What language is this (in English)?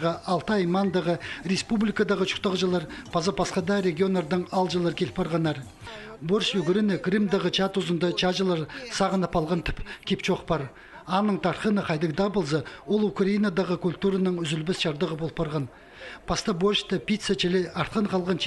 Khakas